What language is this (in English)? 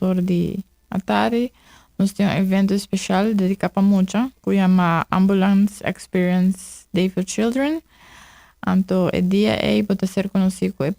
Papiamento